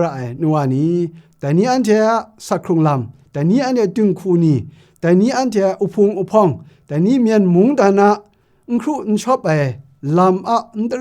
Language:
Kachin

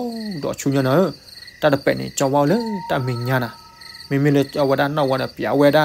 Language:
S'gaw Karen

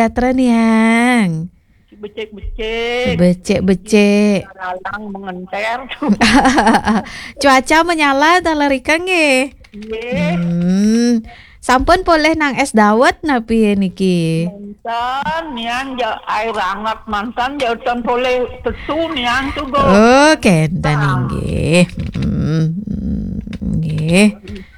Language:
Balinese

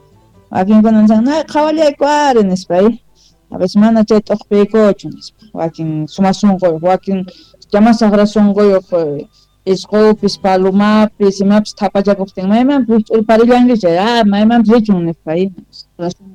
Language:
South Bolivian Quechua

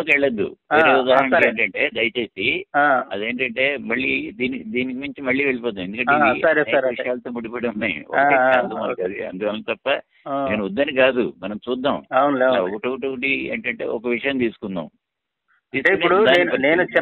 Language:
Telugu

